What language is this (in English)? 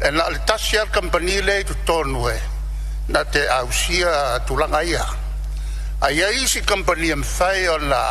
Samoan